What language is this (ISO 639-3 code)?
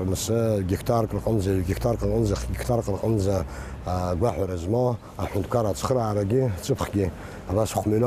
abk